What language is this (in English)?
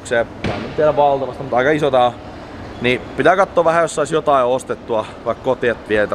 Finnish